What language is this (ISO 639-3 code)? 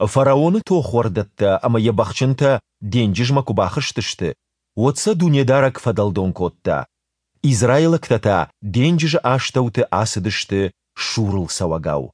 oss